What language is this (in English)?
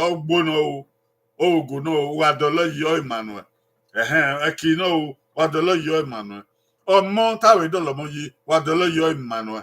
Bini